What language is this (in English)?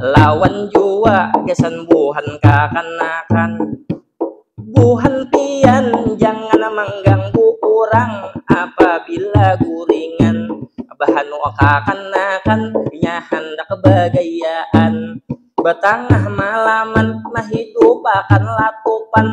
Banjar